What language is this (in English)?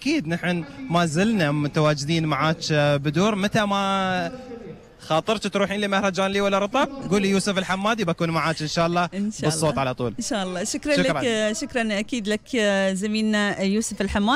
Gulf Arabic